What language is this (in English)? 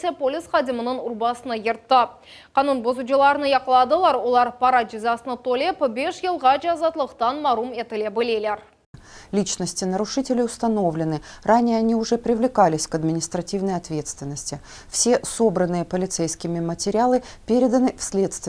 Crimean Tatar